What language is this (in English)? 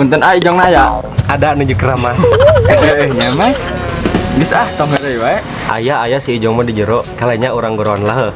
Sundanese